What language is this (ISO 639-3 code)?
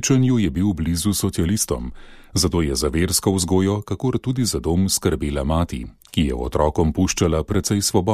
slv